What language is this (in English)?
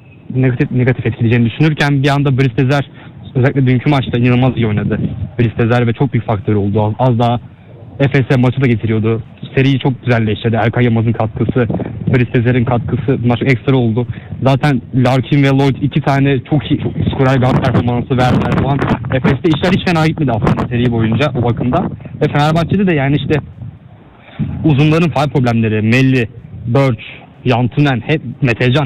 Turkish